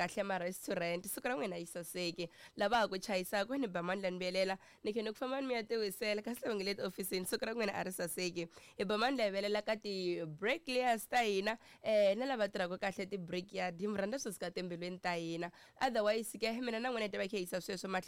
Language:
Tsonga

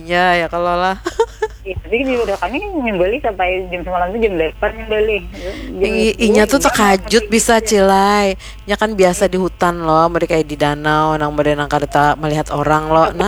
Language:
Banjar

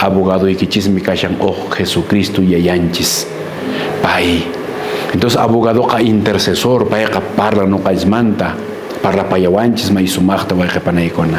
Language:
Quechua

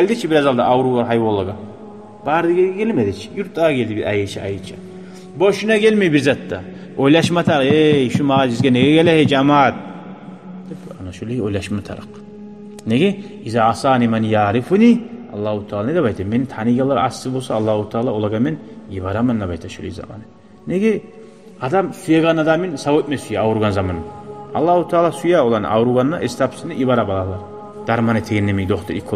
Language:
Kumyk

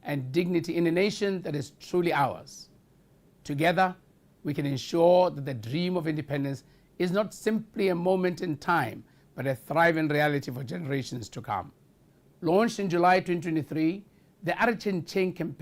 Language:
Tswana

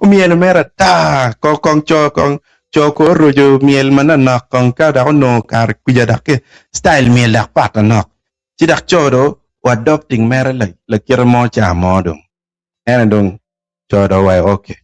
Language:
Acoli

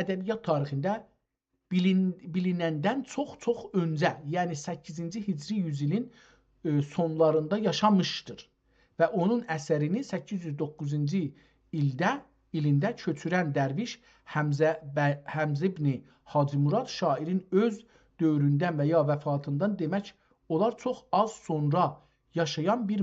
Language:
South Azerbaijani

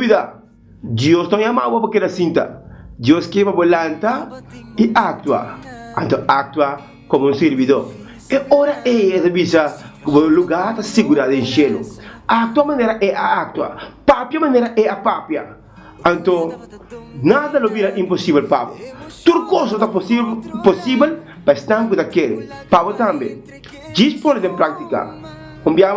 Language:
Papiamento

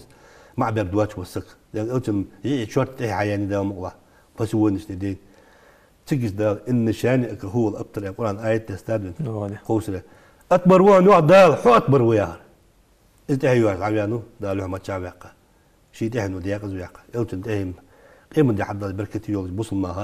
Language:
Ingush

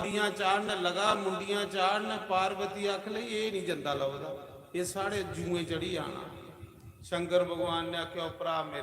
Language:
Dogri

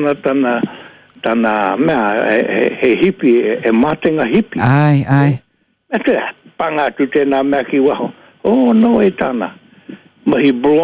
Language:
Māori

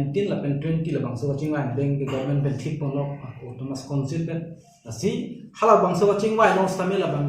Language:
Karbi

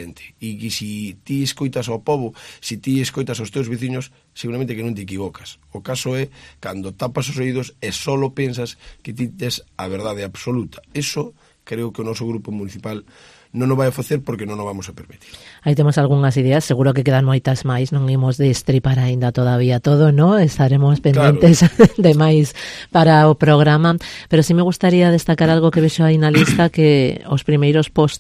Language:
Galician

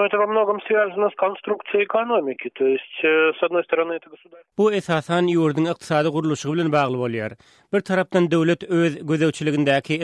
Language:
Turkmen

